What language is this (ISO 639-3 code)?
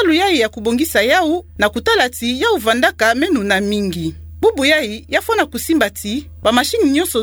ktu